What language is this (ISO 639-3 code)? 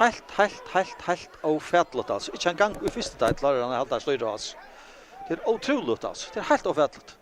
fao